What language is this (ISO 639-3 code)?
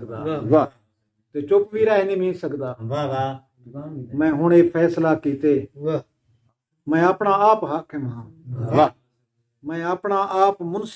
skr